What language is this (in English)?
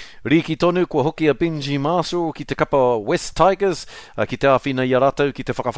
Māori